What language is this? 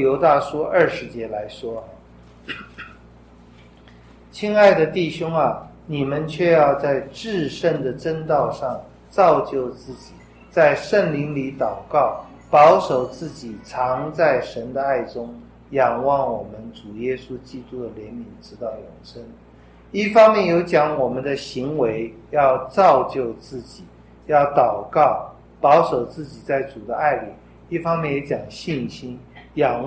Chinese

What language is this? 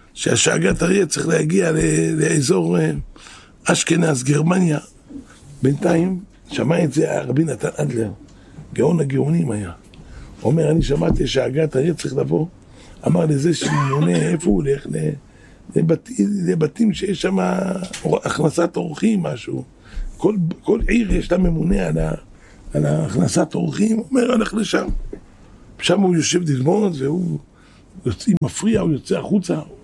Hebrew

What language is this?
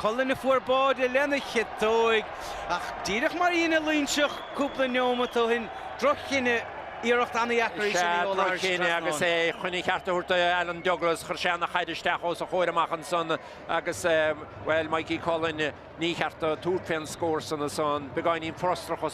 Irish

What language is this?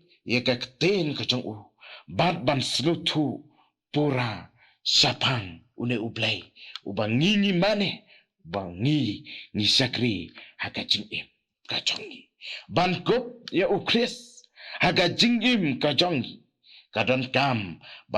Khasi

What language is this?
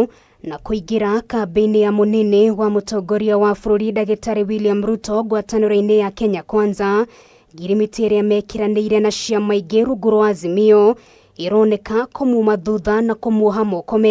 Kikuyu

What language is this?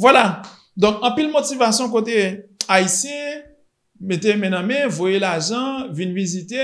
Haitian Creole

